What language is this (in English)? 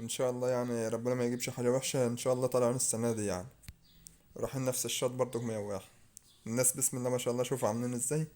Egyptian Arabic